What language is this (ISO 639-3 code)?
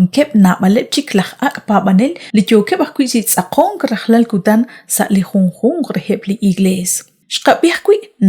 kek